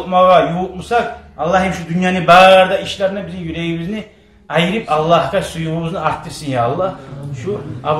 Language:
Kumyk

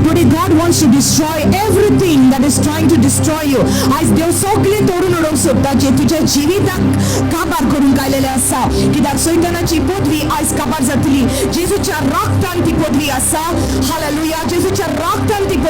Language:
Konkani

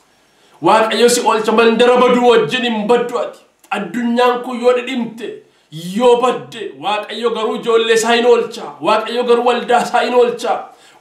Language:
Oromo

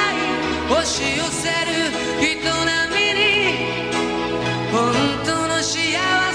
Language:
Japanese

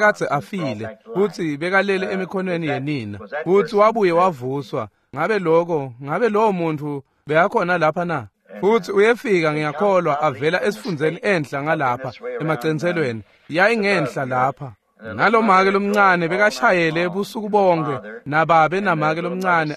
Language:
Swati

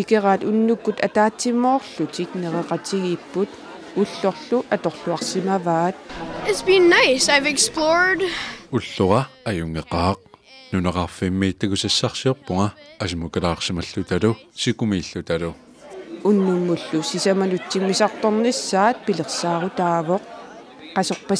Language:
Kalaallisut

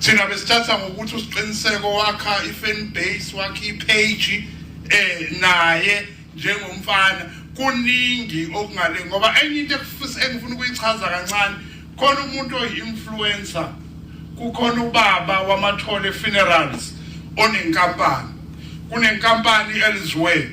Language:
Zulu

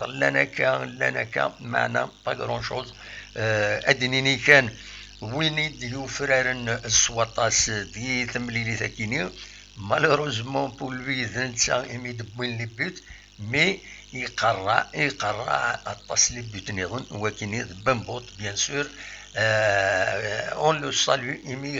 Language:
Kabyle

